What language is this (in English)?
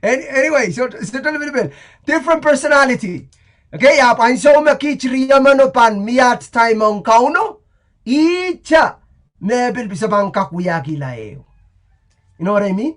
Pohnpeian